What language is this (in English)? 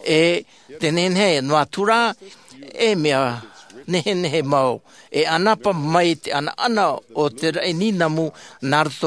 Tahitian